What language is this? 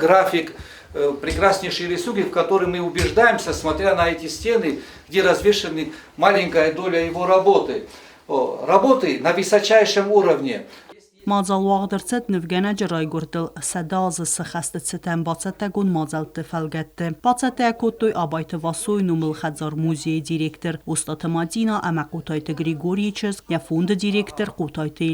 Ossetic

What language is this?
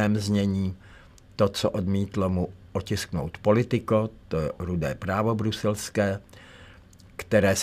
Czech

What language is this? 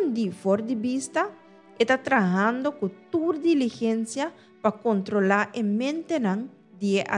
Papiamento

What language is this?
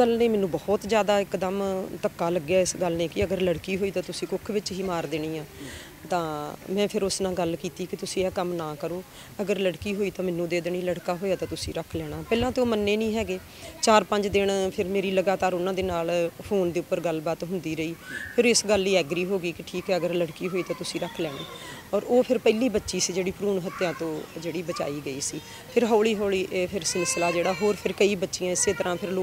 Punjabi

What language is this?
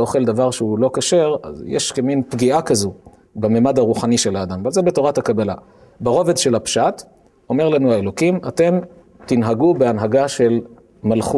Hebrew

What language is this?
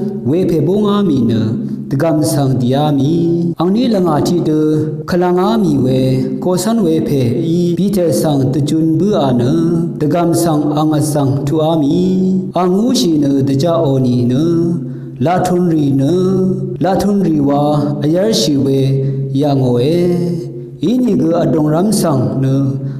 Rawang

